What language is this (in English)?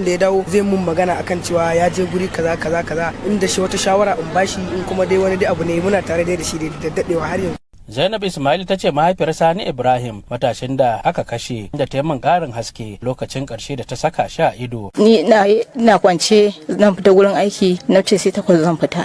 Hausa